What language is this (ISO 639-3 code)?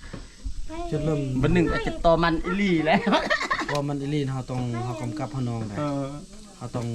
lao